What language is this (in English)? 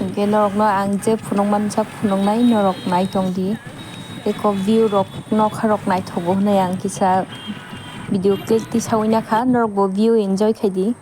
Kok Borok